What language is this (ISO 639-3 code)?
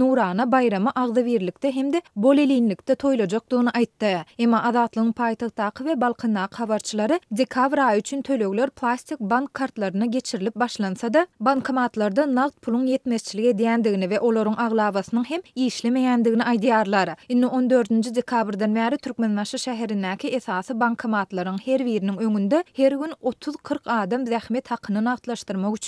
tuk